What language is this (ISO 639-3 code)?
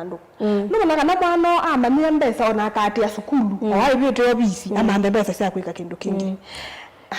kam